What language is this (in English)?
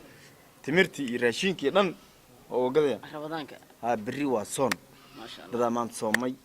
Somali